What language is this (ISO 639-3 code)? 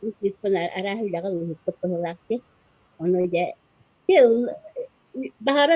sah